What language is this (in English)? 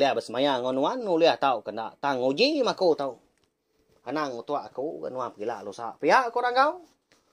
Iban